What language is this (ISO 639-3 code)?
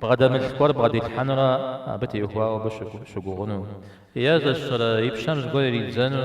kbd